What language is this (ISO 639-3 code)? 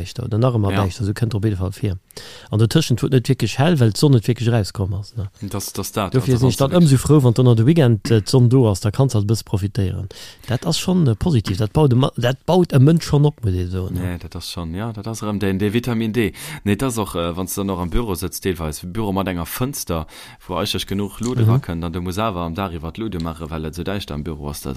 ltz